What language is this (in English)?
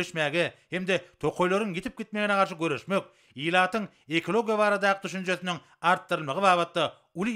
Turkmen